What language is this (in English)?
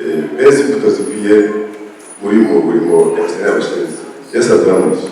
Kinyarwanda